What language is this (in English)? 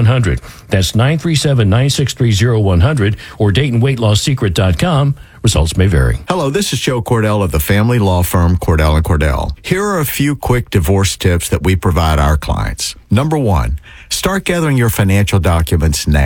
English